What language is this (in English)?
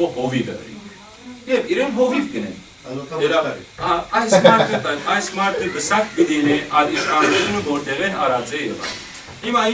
Western Armenian